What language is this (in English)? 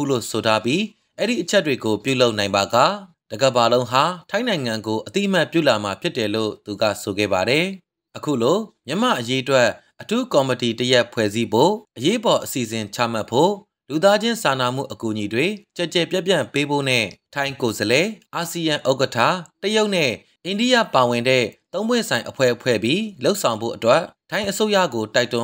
Burmese